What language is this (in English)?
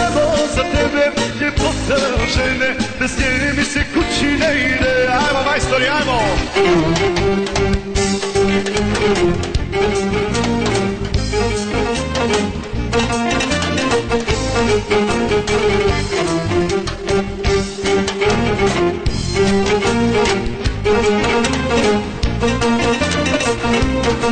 Croatian